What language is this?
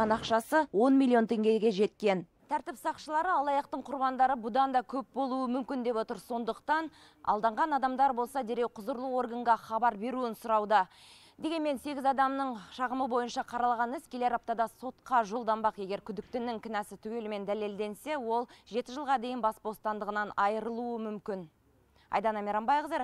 Kazakh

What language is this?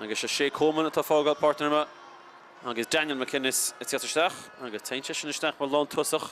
Irish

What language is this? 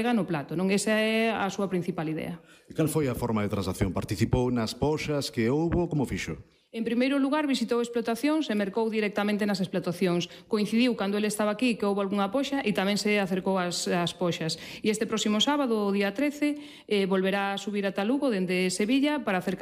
Galician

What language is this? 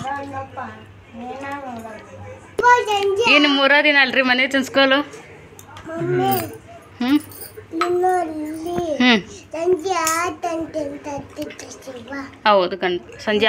Kannada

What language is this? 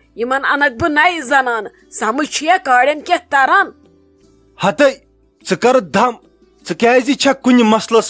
Kashmiri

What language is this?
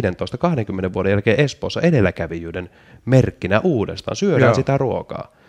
Finnish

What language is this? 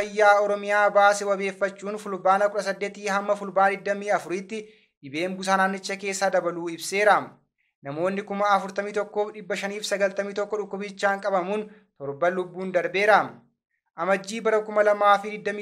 Oromo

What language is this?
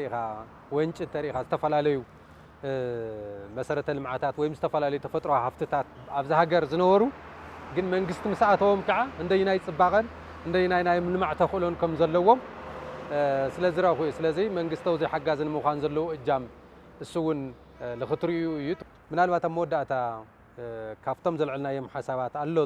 Tigrinya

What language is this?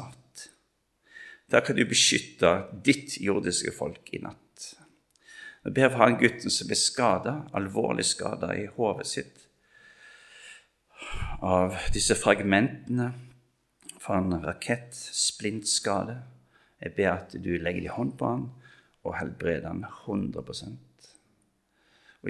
Norwegian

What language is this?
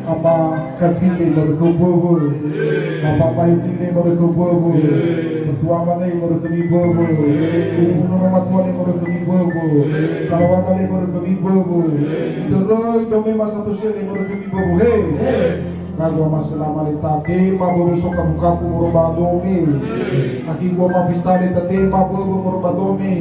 Nias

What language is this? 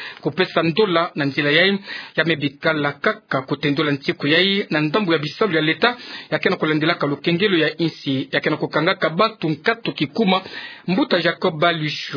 Kituba (Democratic Republic of Congo)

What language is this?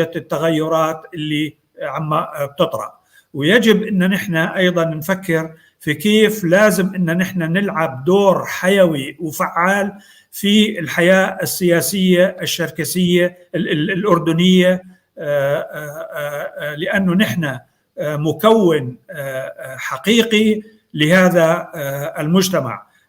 North Levantine Arabic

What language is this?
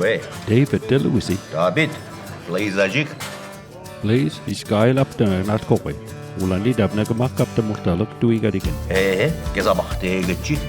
Mi'kmaw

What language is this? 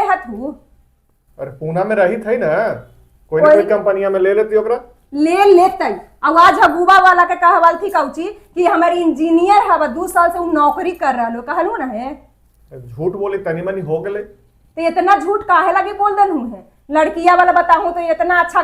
Magahi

